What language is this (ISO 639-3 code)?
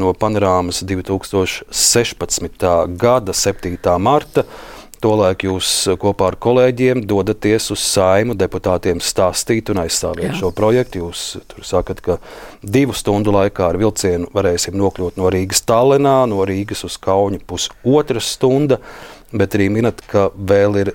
lav